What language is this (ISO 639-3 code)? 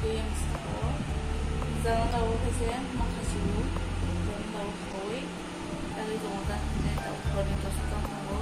trp